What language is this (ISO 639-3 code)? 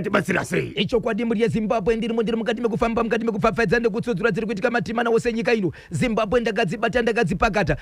sna